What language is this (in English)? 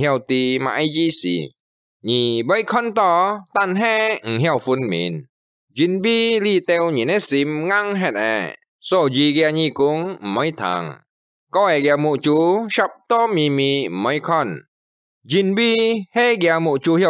Hakka Chinese